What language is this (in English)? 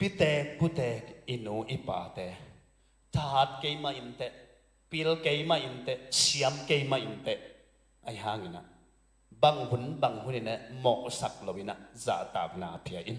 Tedim Chin